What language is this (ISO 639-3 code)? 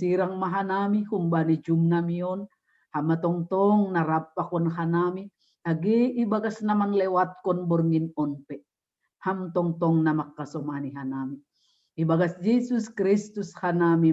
bts